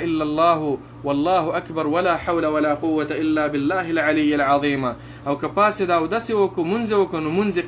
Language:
Pashto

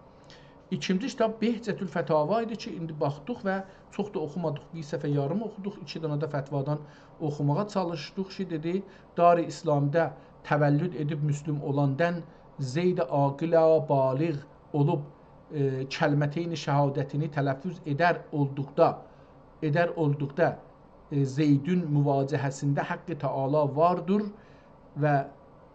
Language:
South Azerbaijani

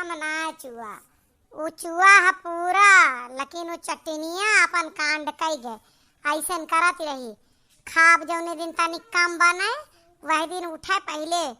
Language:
Awadhi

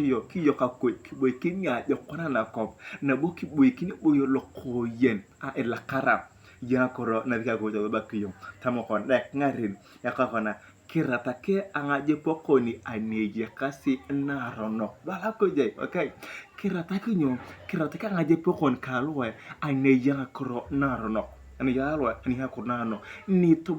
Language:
Turkana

